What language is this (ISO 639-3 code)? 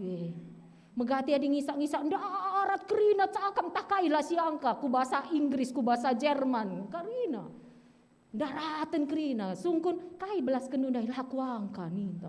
btx